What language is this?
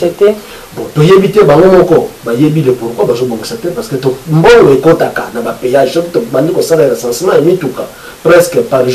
Lingala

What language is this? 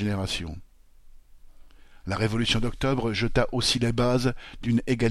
French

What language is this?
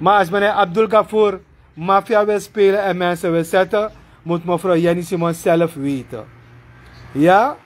Sranan Tongo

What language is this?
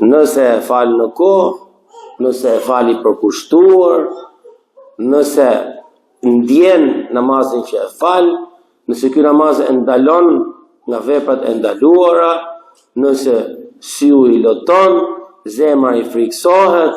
Albanian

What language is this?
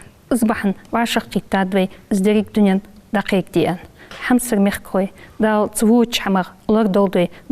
Ingush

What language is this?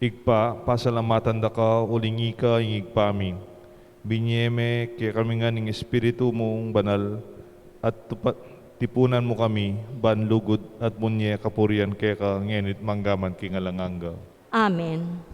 Pampanga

